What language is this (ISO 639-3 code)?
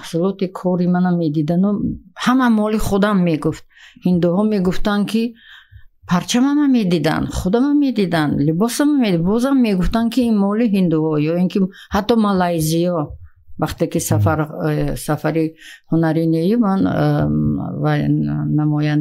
tgk